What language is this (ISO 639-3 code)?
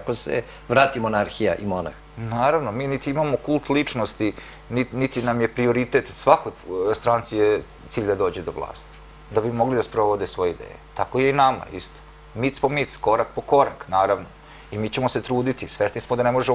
srp